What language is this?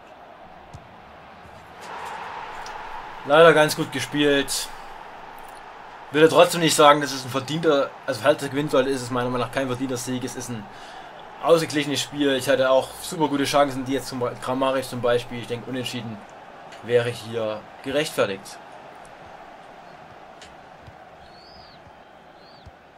German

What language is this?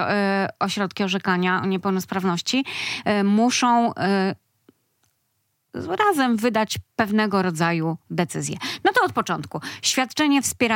Polish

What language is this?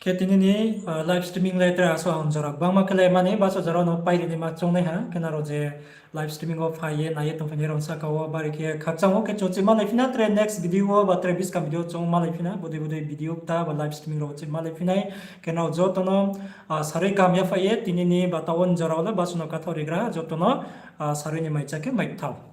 Riang (India)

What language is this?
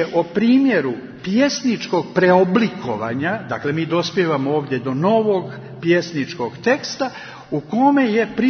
Serbian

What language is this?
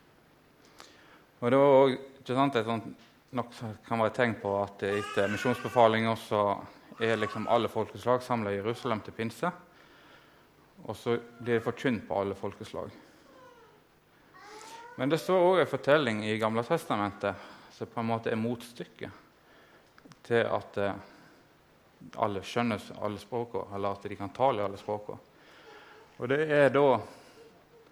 Norwegian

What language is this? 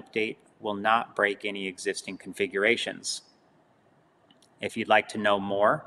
English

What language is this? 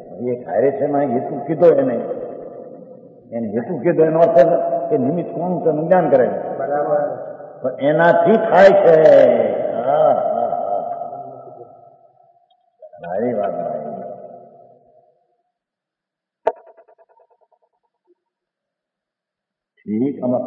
Gujarati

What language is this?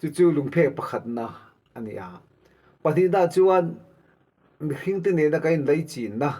Mizo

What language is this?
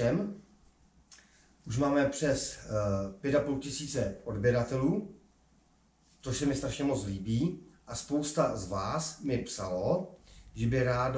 Czech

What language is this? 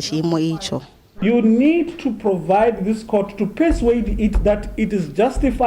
Venda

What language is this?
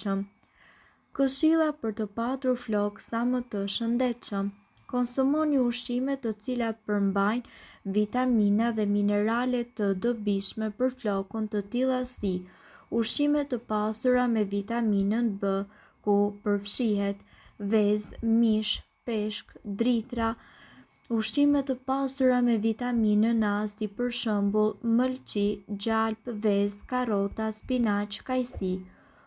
Albanian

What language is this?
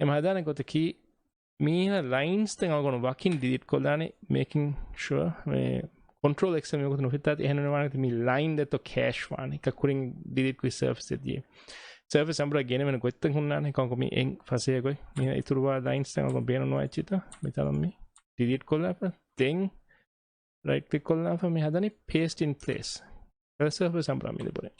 Divehi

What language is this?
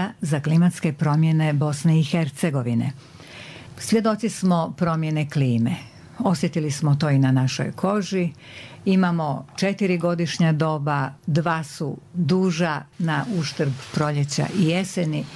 Bosnian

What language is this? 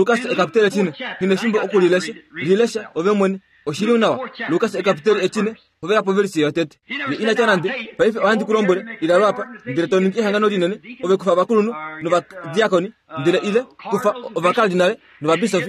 Kuanyama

